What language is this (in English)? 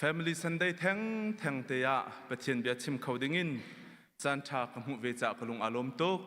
Hakha Chin